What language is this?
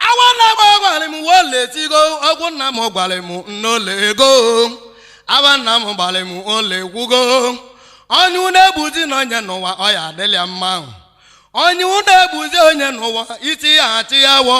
Igbo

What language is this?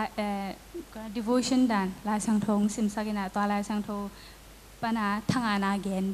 Tedim Chin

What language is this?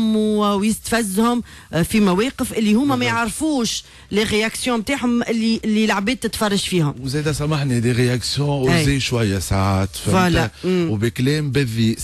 Tunisian Arabic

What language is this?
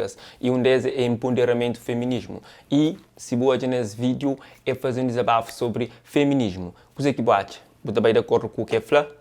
Kabuverdianu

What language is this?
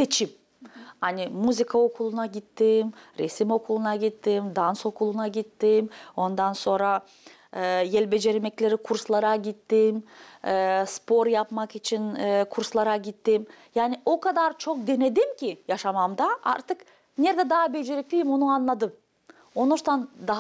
Gagauz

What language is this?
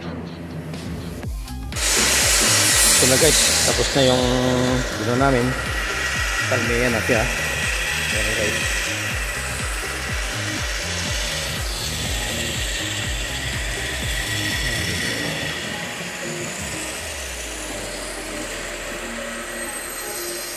Filipino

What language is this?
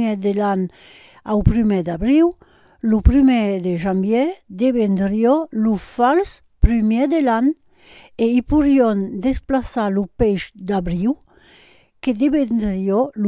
Occitan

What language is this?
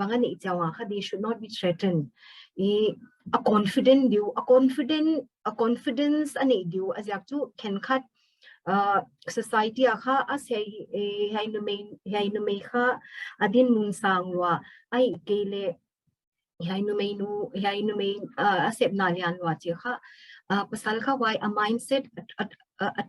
Paite Chin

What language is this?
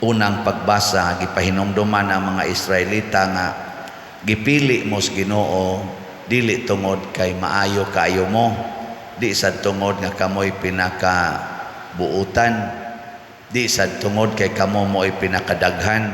Cebuano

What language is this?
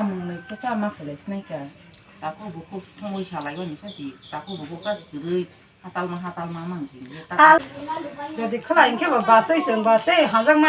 Kok Borok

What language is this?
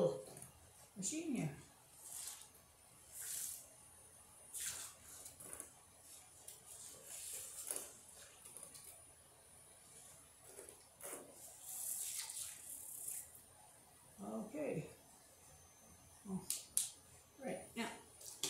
English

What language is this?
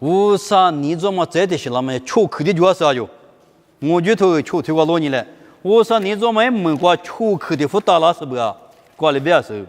Lisu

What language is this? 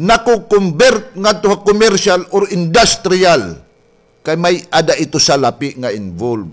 Waray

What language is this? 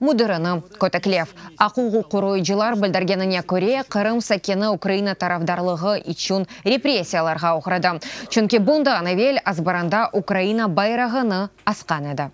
Crimean Tatar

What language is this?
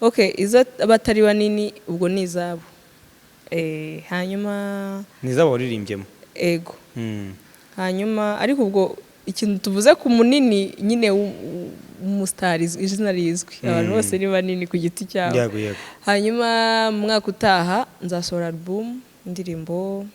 Kinyarwanda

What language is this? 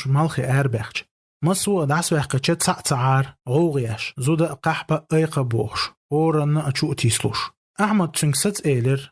Chechen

